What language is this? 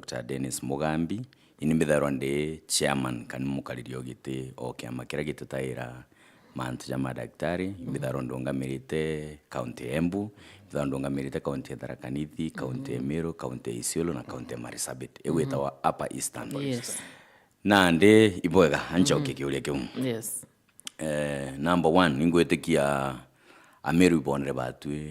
Meru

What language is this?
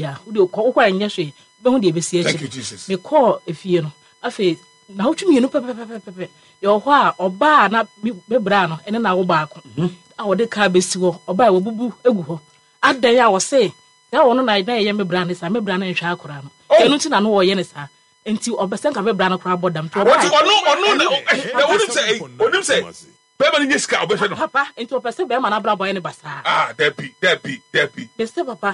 Akan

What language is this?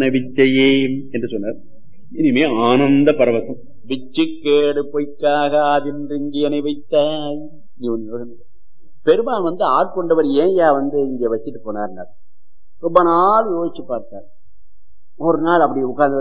Tamil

